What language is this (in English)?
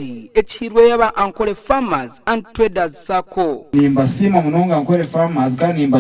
Nyankole